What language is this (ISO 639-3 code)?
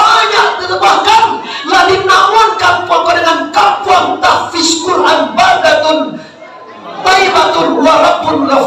min